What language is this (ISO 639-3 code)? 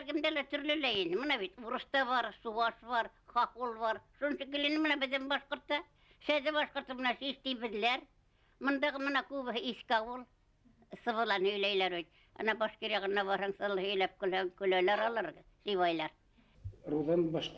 bak